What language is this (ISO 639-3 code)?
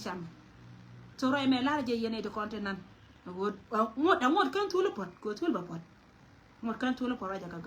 nus